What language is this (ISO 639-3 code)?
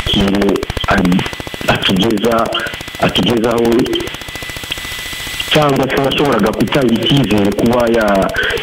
kin